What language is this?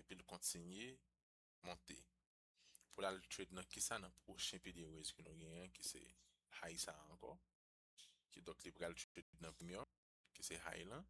Haitian Creole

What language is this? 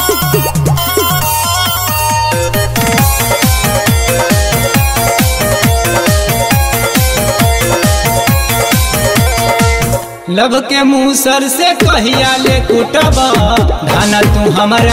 Bhojpuri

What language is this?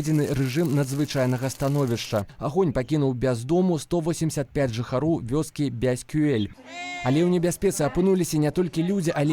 Belarusian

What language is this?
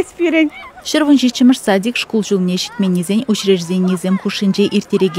Chuvash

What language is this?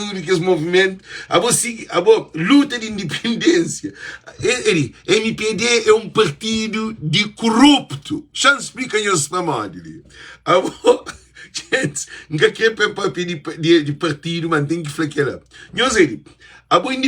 Kabuverdianu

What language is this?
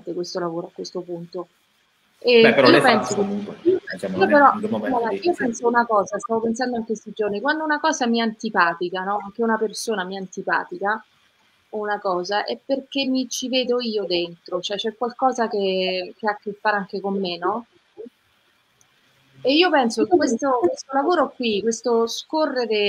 Italian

